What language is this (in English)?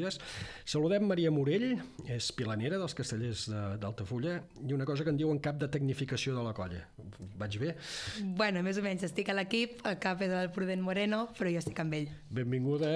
Catalan